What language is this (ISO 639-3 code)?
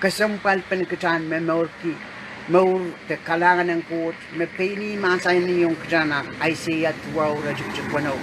pon